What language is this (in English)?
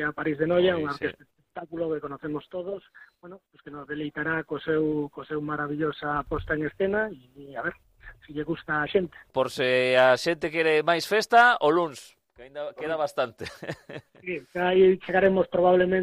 Galician